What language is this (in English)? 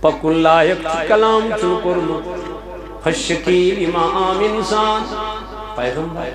Kashmiri